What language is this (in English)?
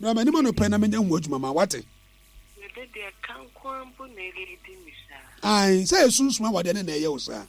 Akan